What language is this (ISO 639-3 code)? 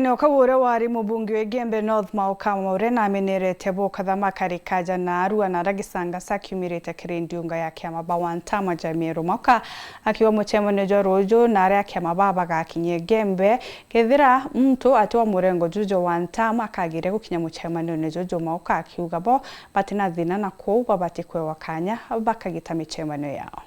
mer